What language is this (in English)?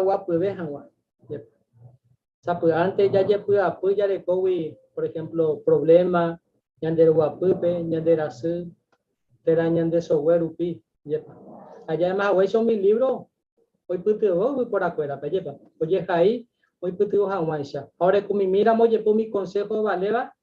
Guarani